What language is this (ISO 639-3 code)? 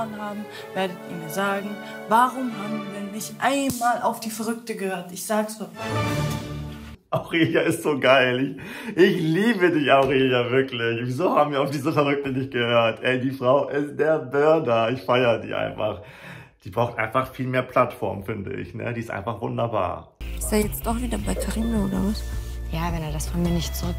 deu